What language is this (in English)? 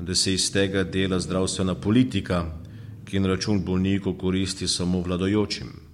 Slovenian